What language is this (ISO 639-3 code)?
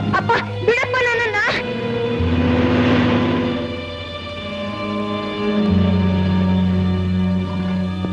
kan